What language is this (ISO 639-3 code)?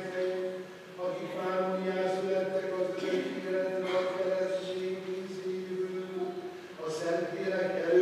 hun